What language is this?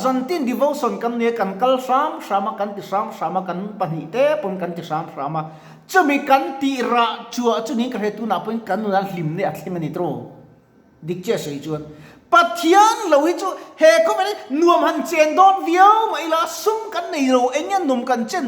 Mizo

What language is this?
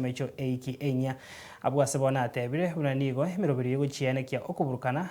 Gusii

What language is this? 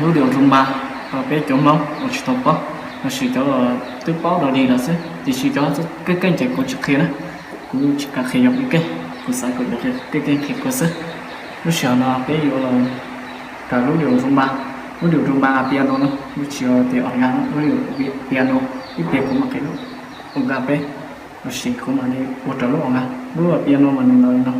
Hmong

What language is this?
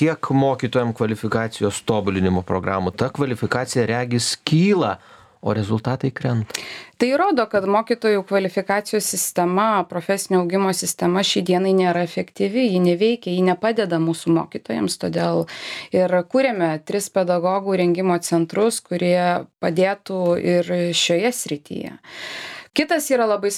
Lithuanian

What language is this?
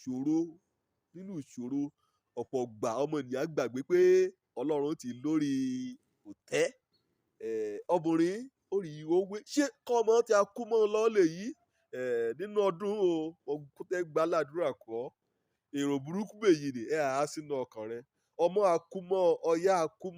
Yoruba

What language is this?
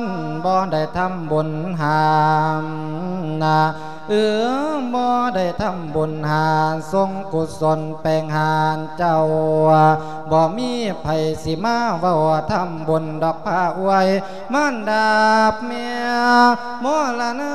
Lao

